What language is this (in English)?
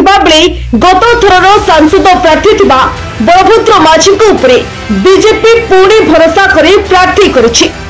Odia